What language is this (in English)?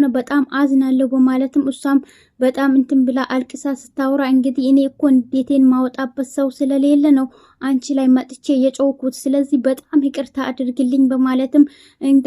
Amharic